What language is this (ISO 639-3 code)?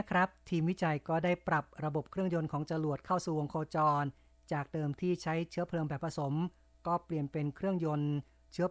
tha